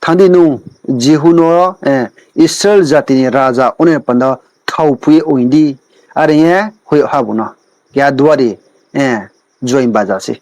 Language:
Riang (India)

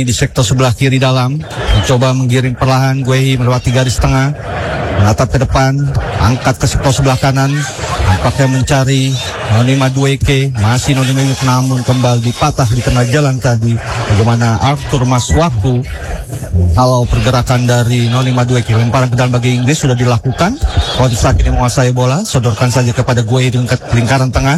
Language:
Indonesian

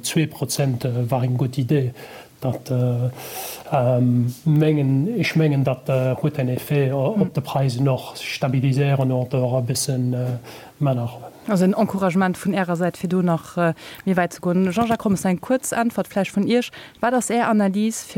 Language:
Luxembourgish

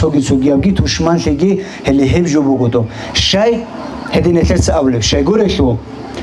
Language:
Avaric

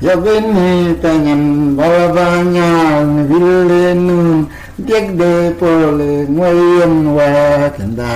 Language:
Mabaan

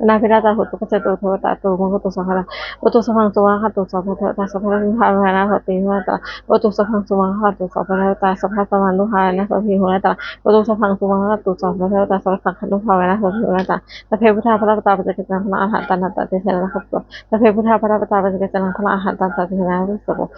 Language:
Pali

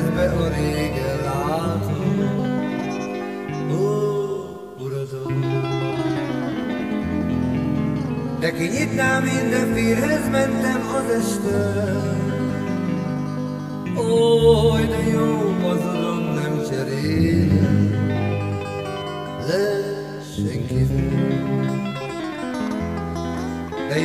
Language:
Hungarian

